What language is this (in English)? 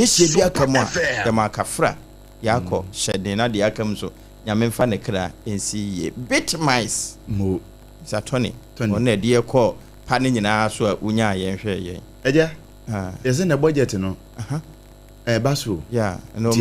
Akan